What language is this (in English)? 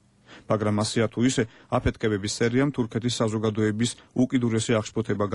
Georgian